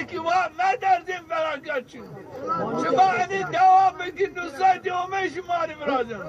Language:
Zaza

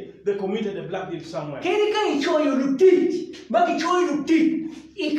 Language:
Acoli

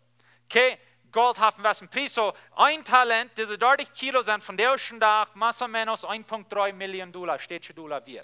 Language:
Plautdietsch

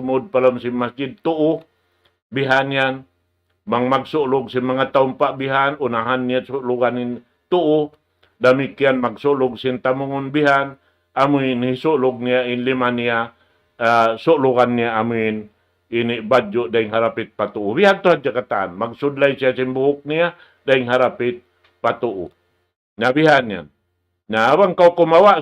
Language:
Tausug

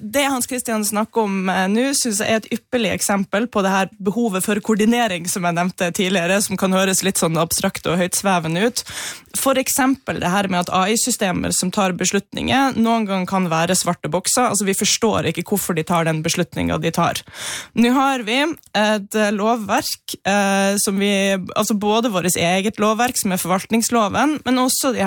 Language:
Norwegian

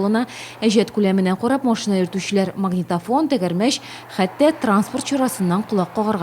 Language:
Tatar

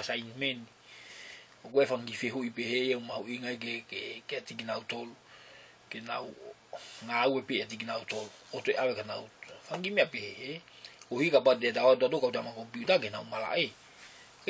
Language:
Tongan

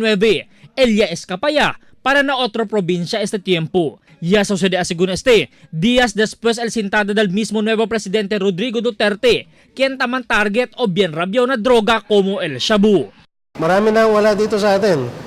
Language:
Chavacano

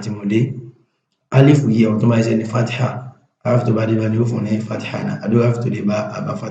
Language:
Yoruba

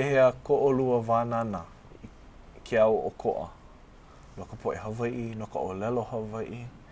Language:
Hawaiian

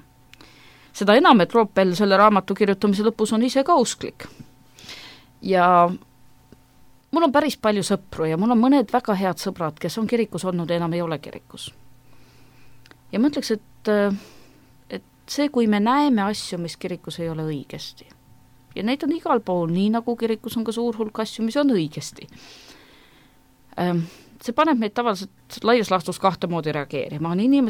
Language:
Estonian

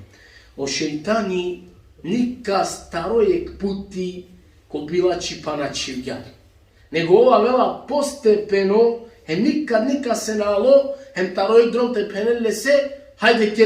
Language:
Balkan Romani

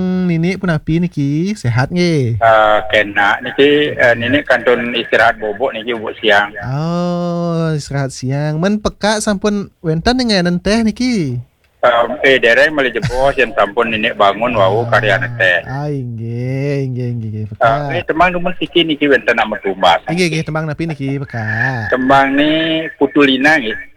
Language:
Balinese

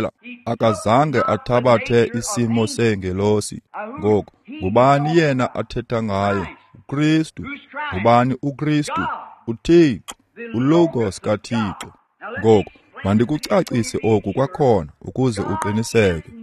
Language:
Xhosa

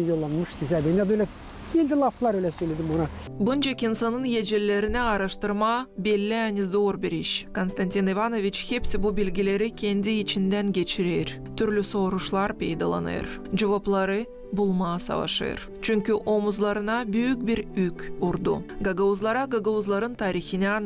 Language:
Gagauz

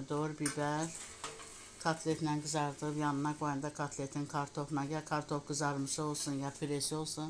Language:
Azerbaijani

